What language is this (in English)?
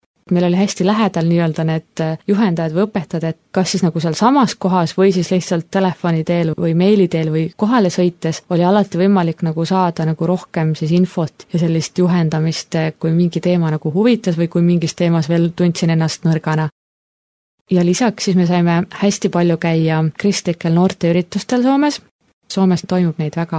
Estonian